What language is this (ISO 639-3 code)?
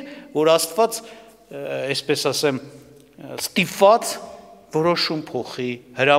hye